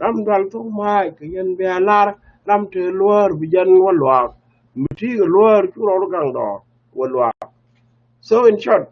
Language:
Nuer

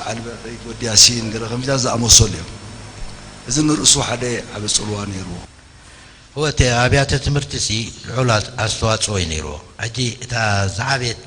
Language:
Tigrinya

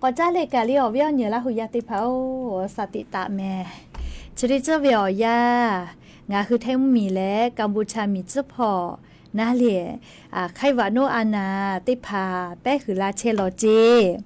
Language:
Lahu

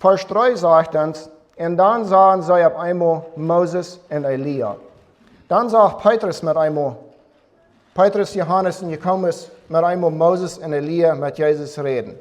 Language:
Plautdietsch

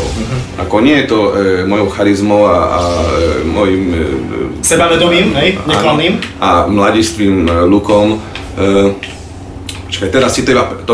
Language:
Slovak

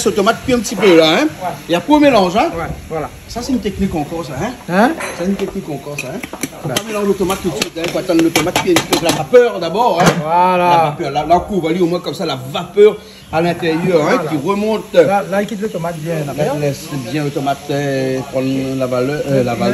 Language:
Réunion Creole French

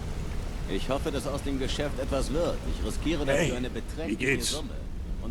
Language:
Bavarian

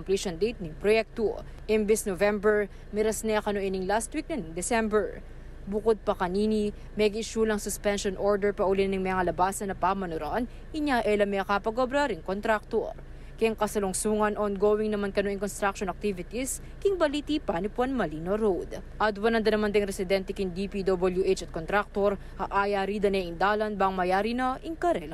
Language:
Pampanga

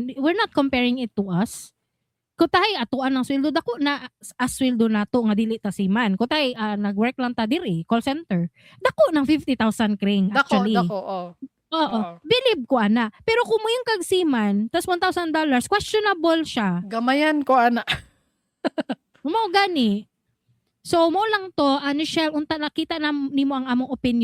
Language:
Cebuano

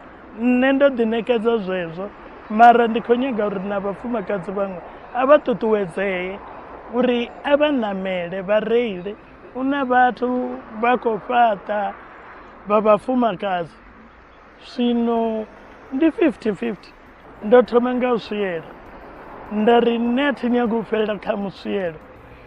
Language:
Venda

